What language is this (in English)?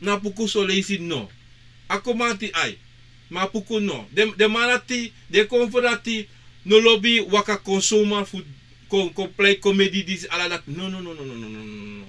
Sranan Tongo